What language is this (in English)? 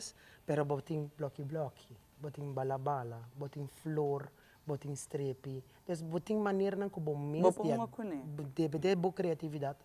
Papiamento